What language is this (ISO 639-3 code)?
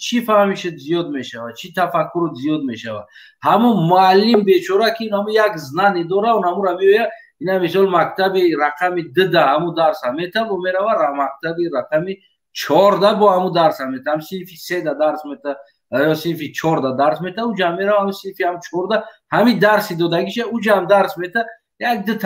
tgk